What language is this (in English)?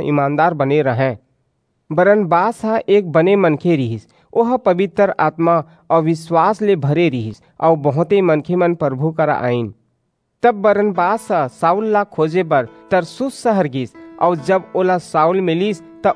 Chhattisgarhi